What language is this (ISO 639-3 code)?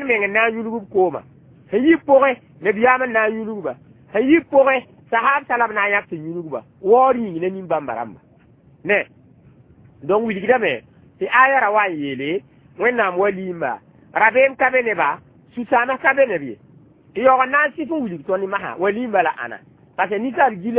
mos